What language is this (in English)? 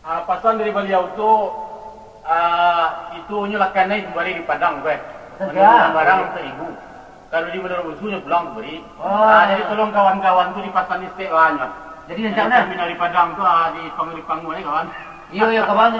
Minangkabau